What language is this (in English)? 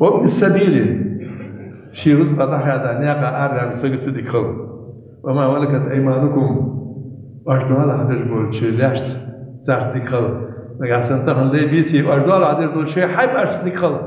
Ingush